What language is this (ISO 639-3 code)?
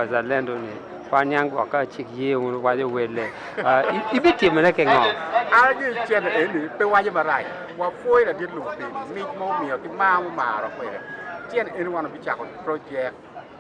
ach